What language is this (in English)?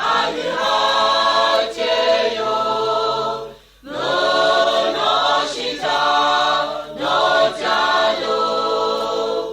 Lahu